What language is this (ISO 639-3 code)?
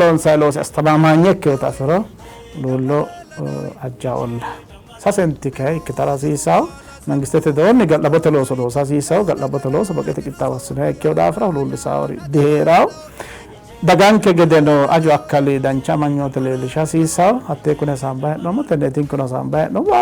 sid